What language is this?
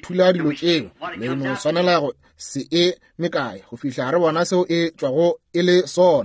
Northern Sotho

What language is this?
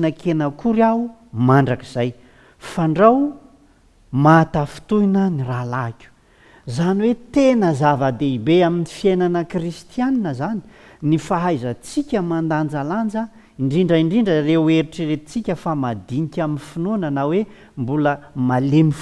Malagasy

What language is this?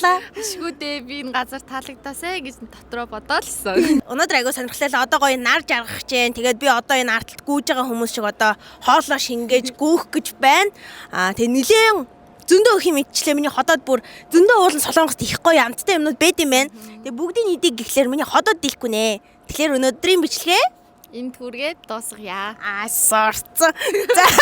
Mongolian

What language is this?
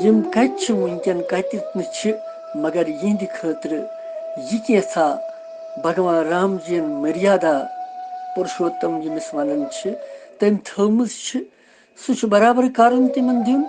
Kashmiri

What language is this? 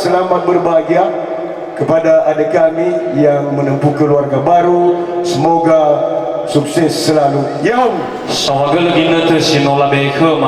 Nias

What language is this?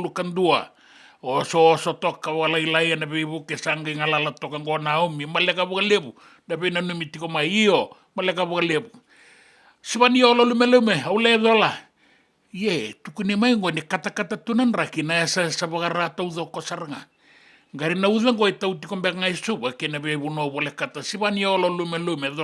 Fijian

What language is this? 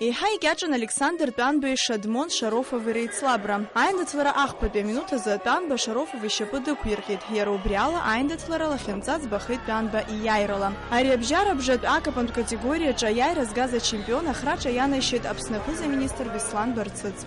Abkhazian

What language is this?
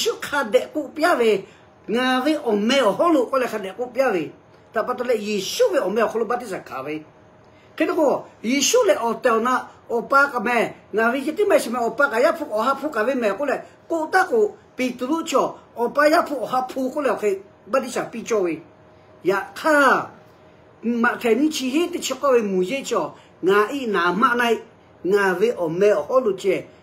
Lahu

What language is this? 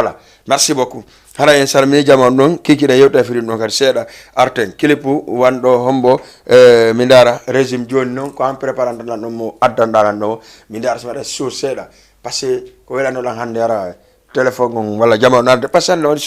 Fula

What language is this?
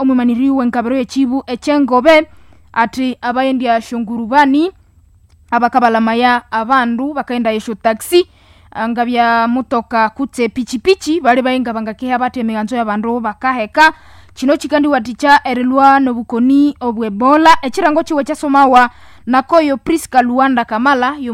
Nande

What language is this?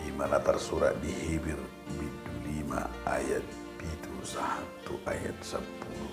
Batak Toba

